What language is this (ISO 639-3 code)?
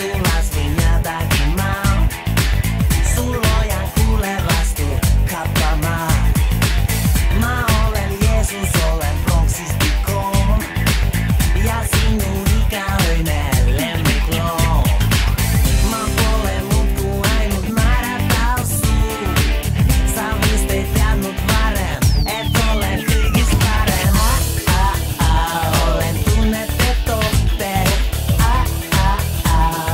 est